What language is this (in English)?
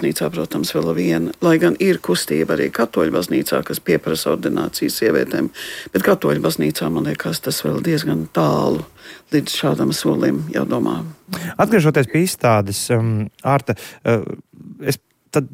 Latvian